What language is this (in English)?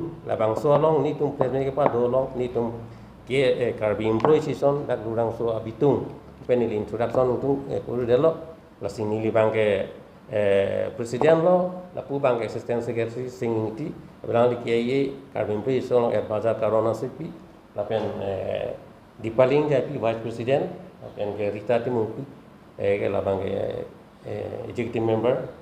Karbi